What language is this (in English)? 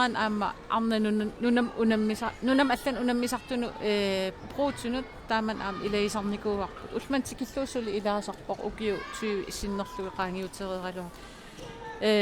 Kalaallisut